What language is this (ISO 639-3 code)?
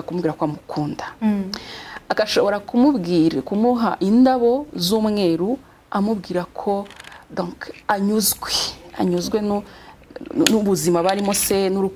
kin